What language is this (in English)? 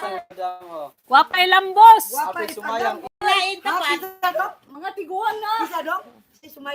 Cebuano